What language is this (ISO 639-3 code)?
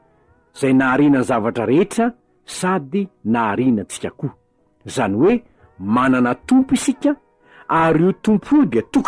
mlg